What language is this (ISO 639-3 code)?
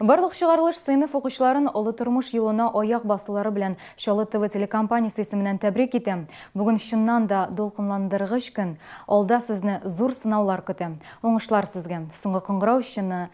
tat